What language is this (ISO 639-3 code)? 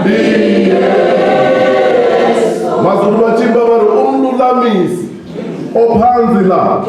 ven